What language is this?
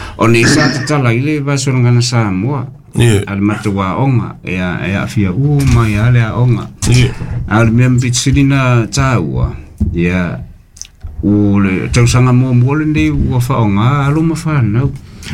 Samoan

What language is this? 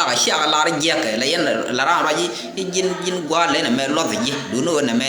Nuer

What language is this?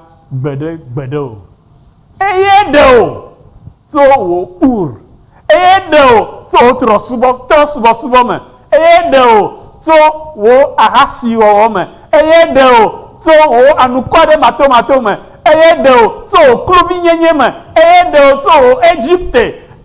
Ewe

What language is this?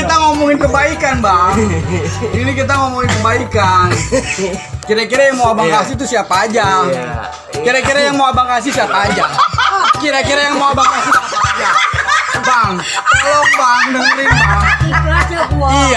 Betawi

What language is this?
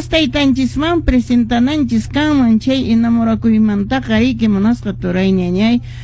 Quechua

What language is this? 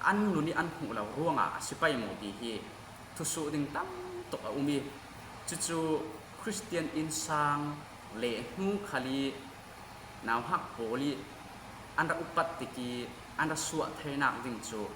Falam Chin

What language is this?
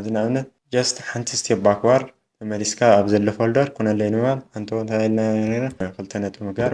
Tigrinya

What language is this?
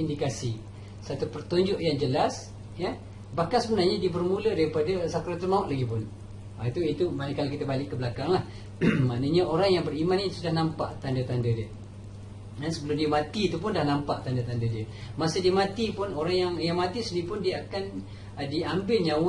Malay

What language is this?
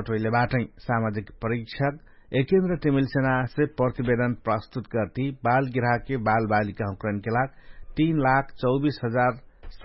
Dangaura Tharu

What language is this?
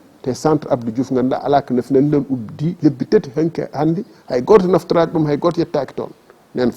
Fula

